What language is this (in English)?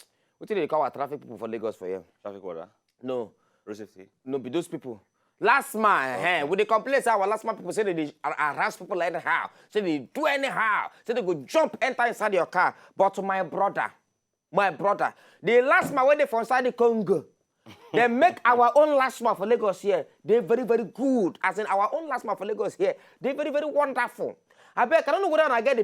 Nigerian Pidgin